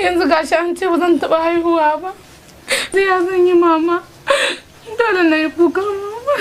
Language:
Hausa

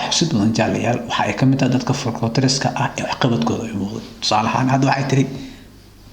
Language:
Somali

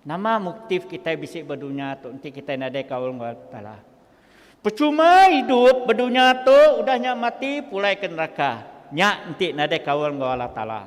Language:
Iban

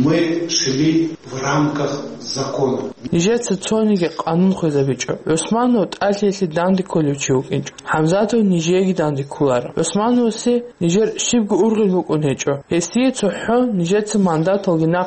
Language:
Avaric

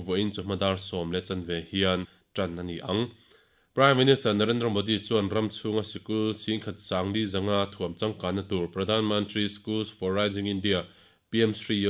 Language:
Mizo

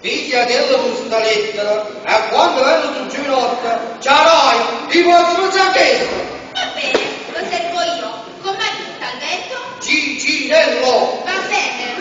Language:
Neapolitan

